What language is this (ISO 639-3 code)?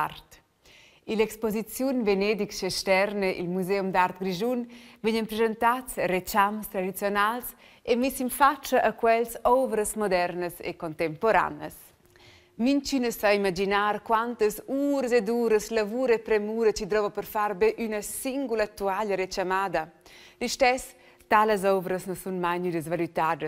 roh